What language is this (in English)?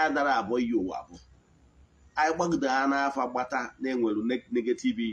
Igbo